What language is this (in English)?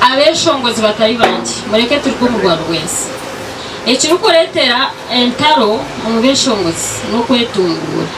Nyankole